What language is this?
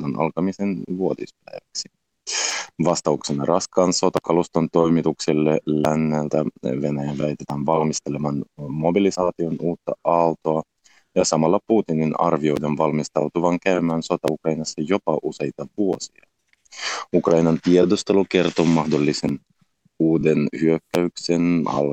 Finnish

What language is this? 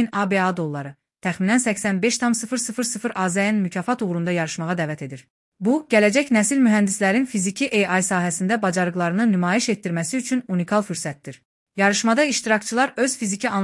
Azerbaijani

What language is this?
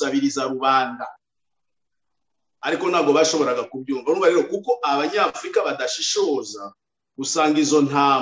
Kinyarwanda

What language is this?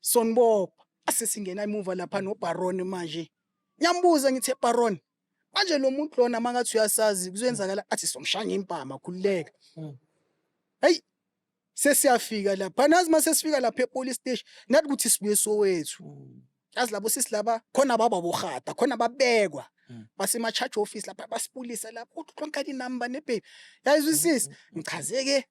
Zulu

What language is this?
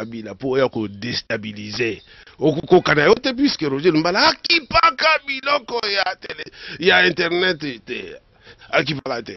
Lingala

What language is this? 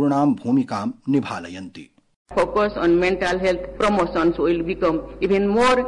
Sanskrit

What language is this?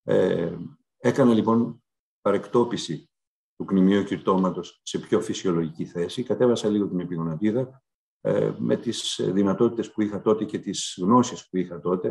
Greek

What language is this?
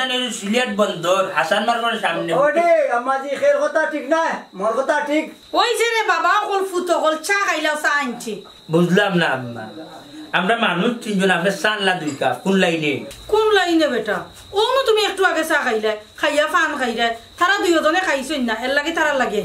Sylheti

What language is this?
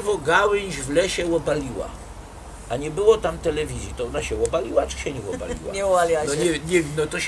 Silesian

